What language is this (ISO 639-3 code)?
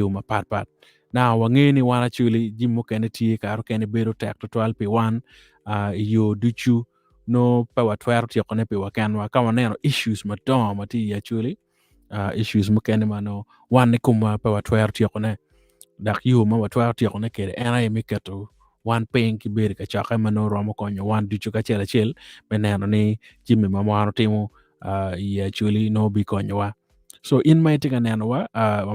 ach